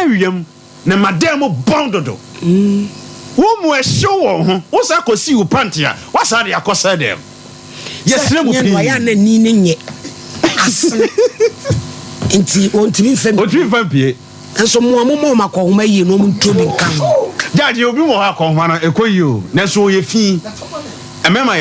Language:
Akan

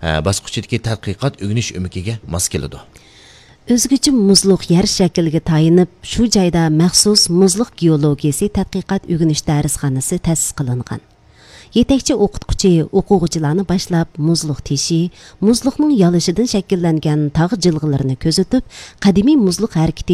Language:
Uyghur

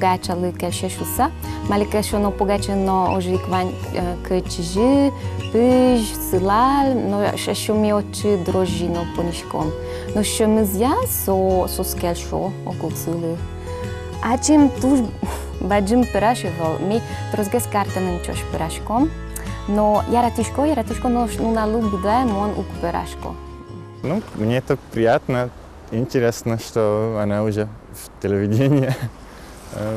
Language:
Udmurt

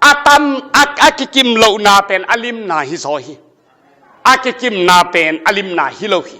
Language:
Tedim Chin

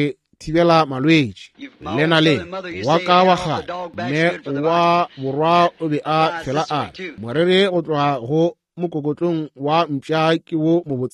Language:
Northern Sotho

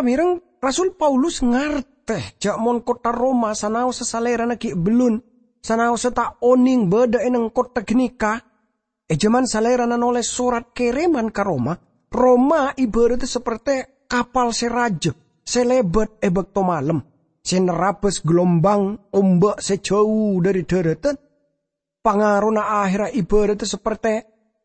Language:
Madurese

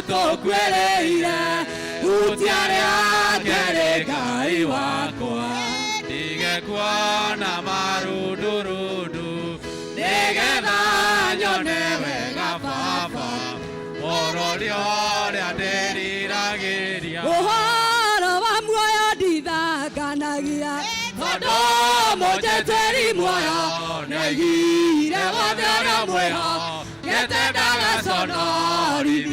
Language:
Kikuyu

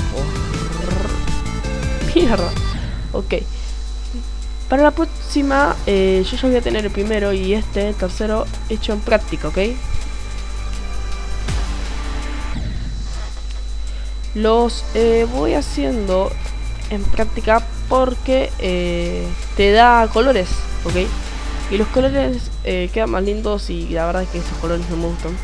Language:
Spanish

